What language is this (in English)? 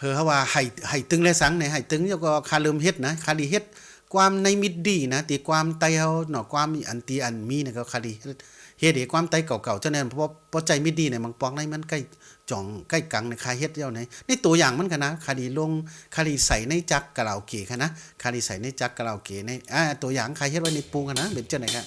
Shan